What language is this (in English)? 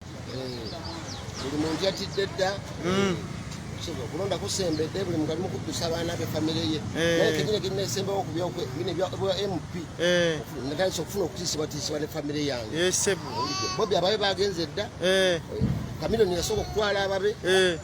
Ganda